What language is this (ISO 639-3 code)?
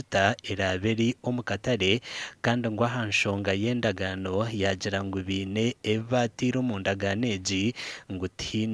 nyn